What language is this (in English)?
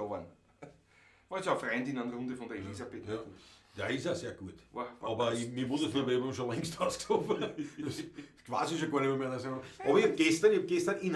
Bavarian